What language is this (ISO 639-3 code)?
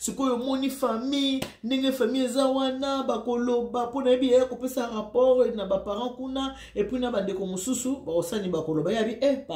lin